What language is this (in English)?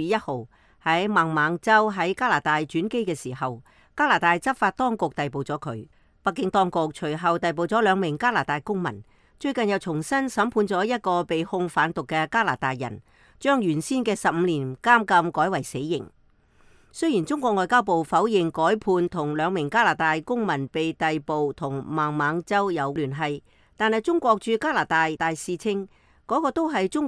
Cantonese